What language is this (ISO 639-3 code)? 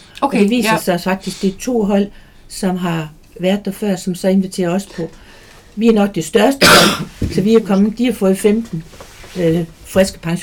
dan